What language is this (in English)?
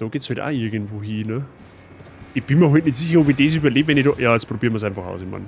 Bavarian